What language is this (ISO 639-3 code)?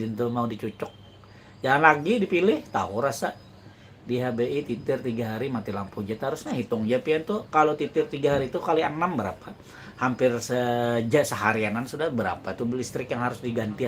bjn